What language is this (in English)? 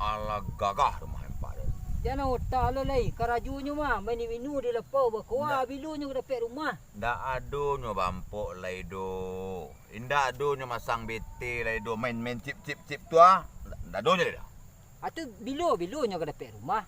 Minangkabau